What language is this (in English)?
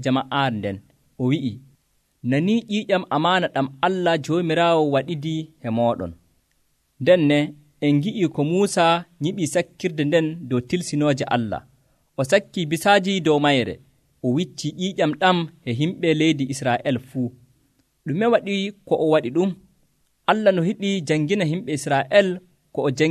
Nigerian Fulfulde